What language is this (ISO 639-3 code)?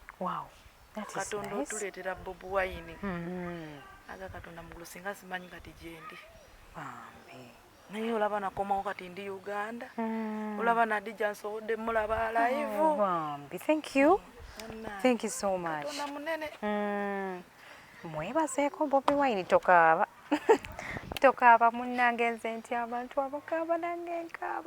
lug